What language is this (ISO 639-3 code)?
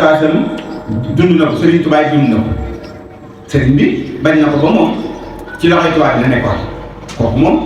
wol